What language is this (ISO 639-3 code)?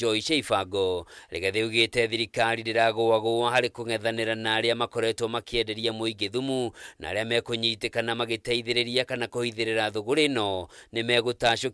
kik